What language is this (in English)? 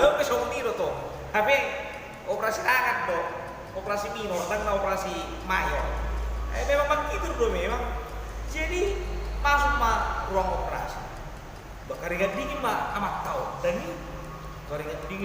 Batak Toba